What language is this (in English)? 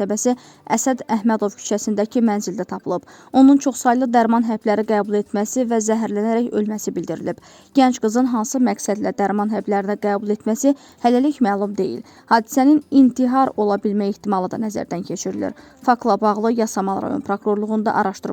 Azerbaijani